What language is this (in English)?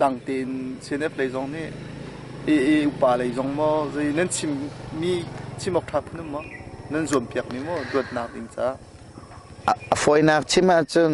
Hakha Chin